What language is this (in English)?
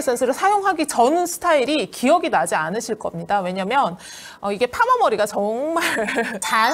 Korean